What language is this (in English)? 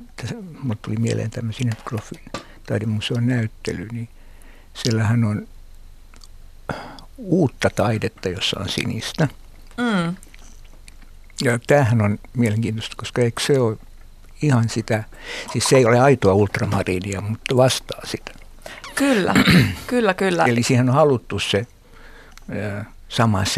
Finnish